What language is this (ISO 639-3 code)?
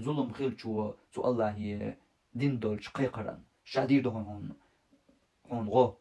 che